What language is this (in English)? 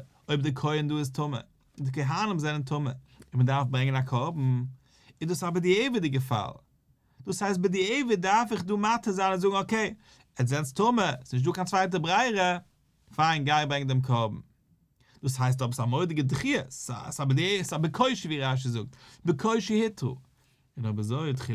Yiddish